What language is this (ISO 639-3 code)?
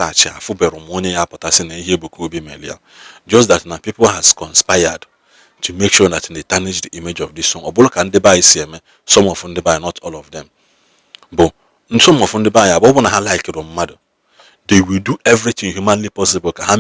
ibo